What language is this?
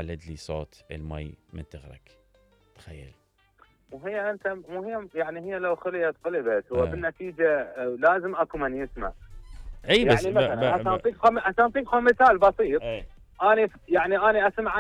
Mesopotamian Arabic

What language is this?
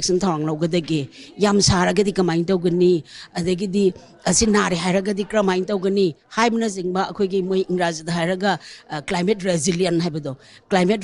Manipuri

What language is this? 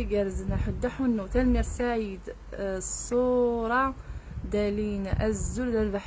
Kabyle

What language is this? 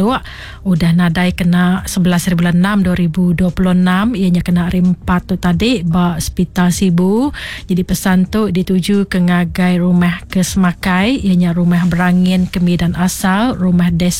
Iban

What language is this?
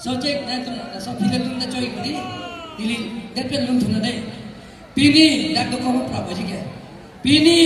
Karbi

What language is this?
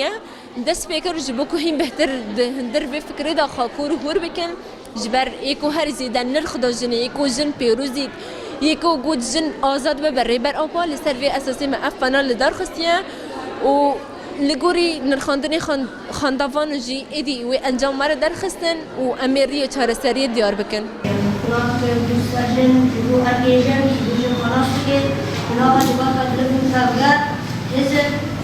Kurdish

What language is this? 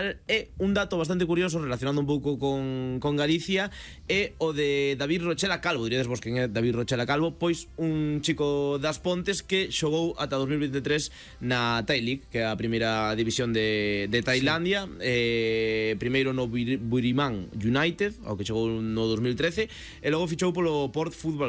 Galician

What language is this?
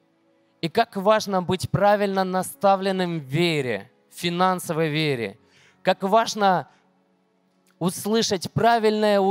Russian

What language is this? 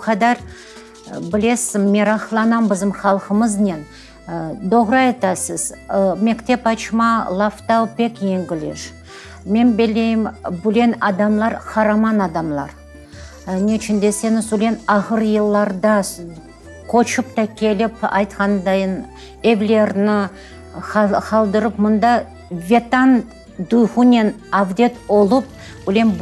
Crimean Tatar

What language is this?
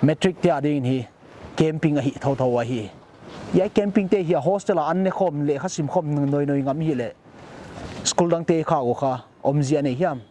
Paite Chin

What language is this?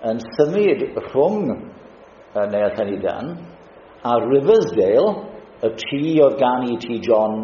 Welsh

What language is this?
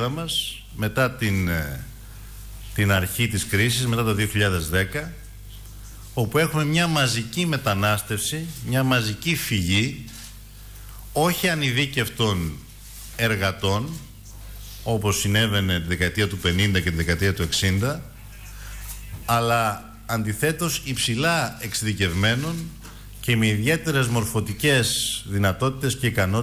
Greek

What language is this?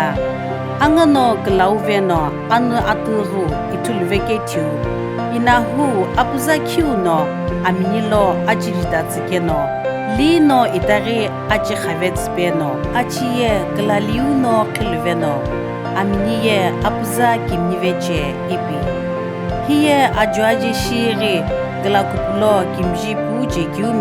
Sumi Naga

